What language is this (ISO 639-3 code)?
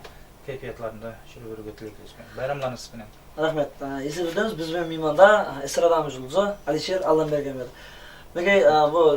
kaa